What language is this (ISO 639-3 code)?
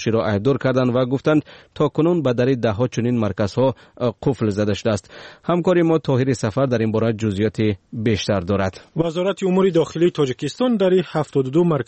tgk